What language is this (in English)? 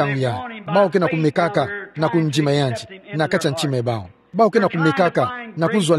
Kituba (Democratic Republic of Congo)